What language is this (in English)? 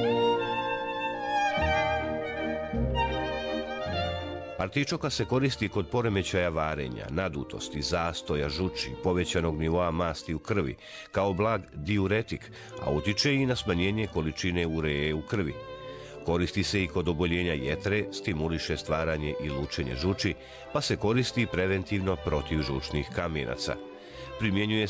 Bosnian